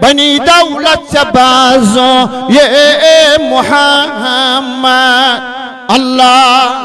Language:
Kashmiri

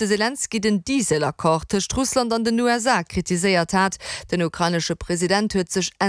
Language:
Luxembourgish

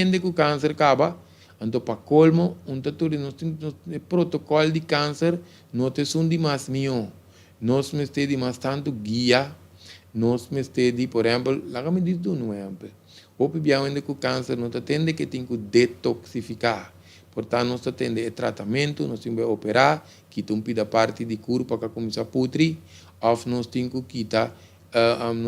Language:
Papiamento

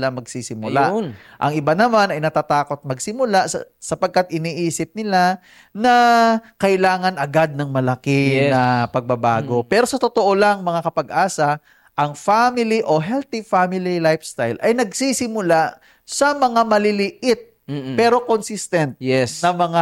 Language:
Filipino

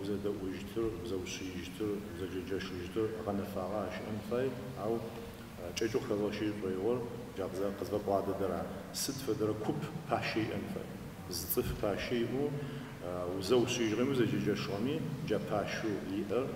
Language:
Adyghe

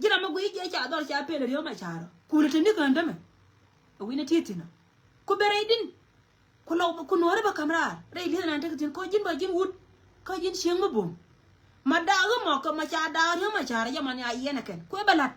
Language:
Nuer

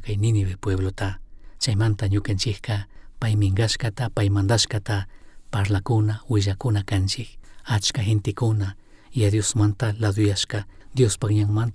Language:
Chimborazo Highland Quichua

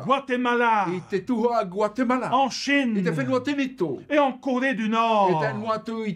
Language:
Tahitian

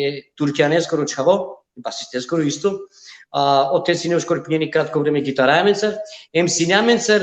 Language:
Balkan Romani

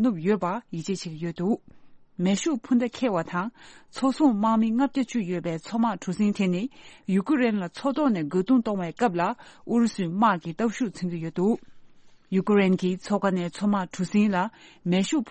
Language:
Tibetan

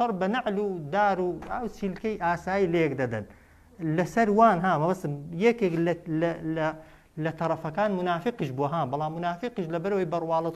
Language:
Central Kurdish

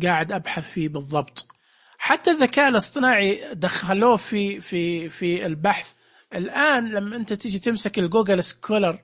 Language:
Najdi Arabic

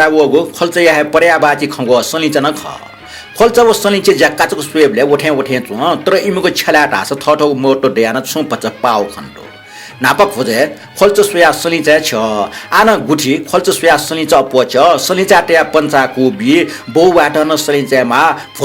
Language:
Newari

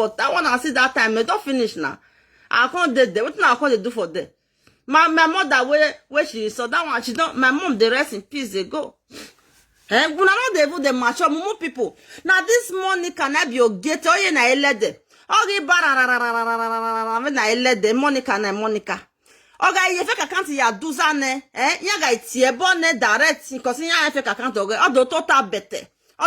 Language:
Nigerian Pidgin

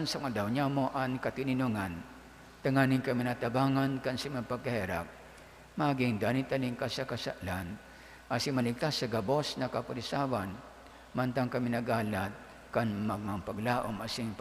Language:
Bikol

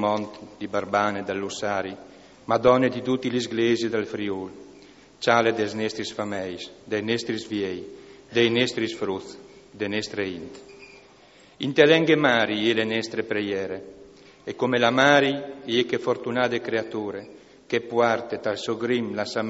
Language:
Friulian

